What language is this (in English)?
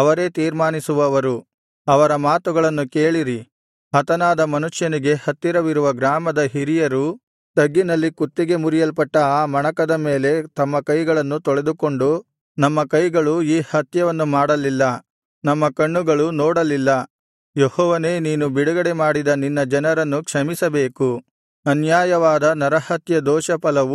Kannada